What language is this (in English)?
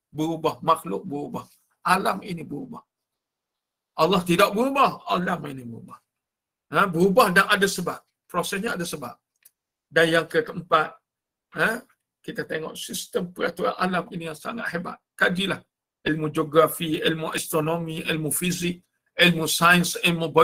Malay